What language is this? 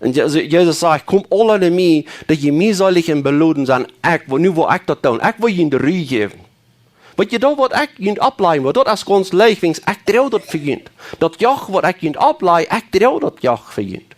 Plautdietsch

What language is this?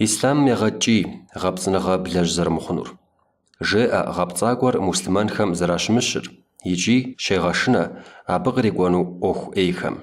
Kabardian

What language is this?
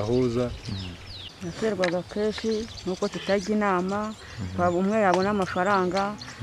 Kinyarwanda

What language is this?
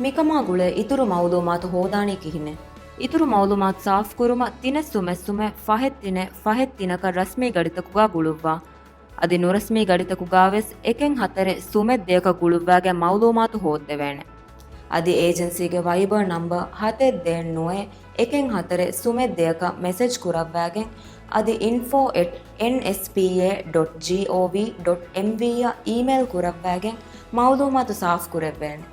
Divehi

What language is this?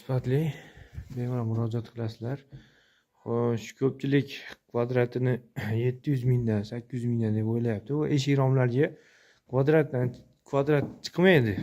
Uzbek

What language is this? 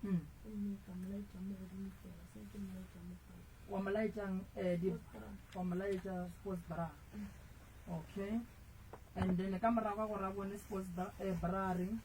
Northern Sotho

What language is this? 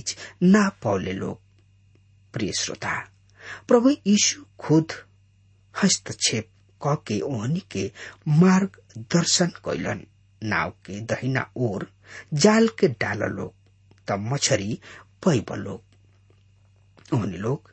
Bhojpuri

